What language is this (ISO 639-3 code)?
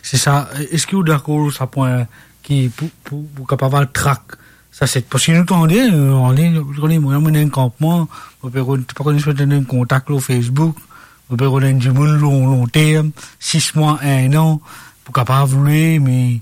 mfe